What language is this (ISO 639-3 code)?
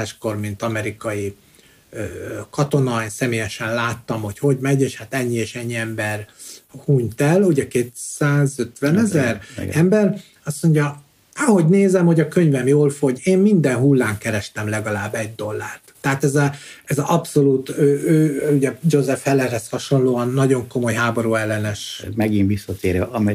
hun